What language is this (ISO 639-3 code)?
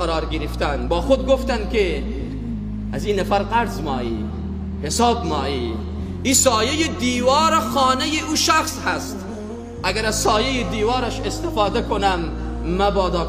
fas